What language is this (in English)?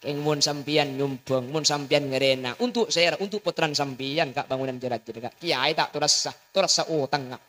Madurese